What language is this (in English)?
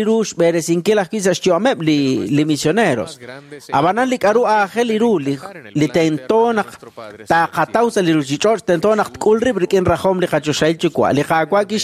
Kekchí